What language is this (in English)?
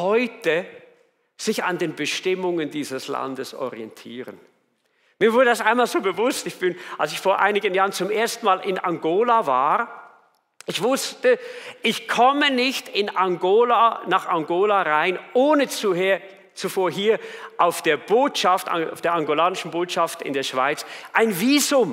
Swiss German